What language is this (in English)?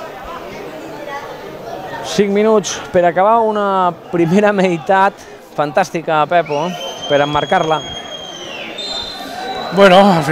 Catalan